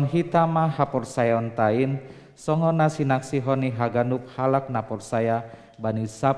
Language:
Batak Simalungun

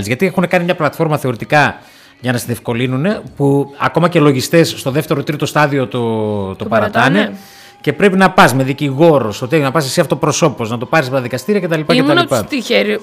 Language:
Greek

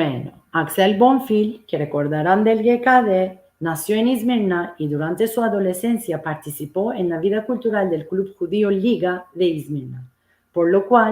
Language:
Ladino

